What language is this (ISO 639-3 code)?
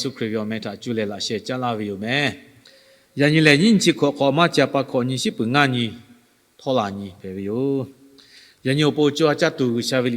lhu